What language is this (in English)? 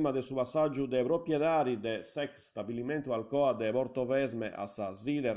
Sardinian